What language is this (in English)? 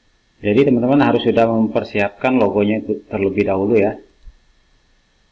Indonesian